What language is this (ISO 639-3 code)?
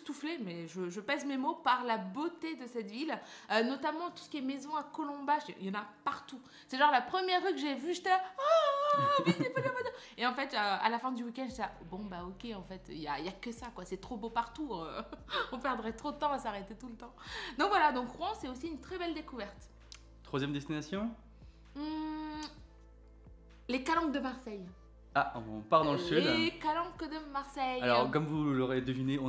fra